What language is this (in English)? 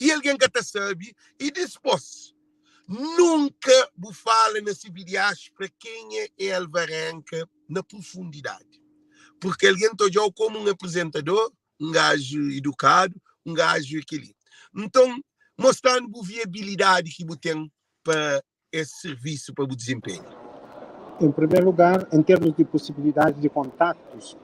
Kabuverdianu